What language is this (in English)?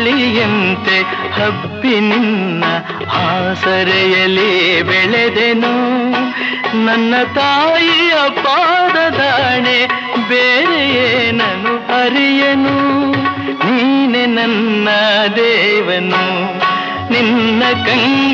Kannada